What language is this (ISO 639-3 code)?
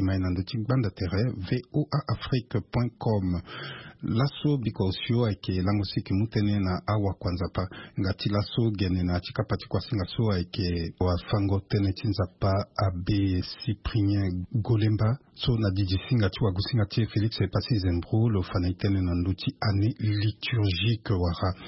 sag